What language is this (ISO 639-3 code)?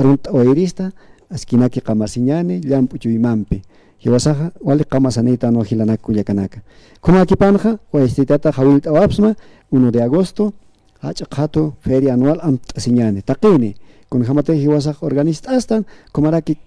aym